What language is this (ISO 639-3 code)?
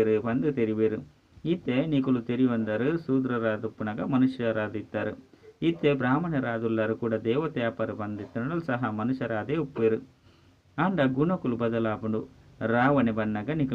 tcy